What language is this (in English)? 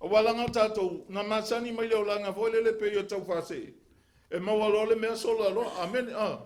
Samoan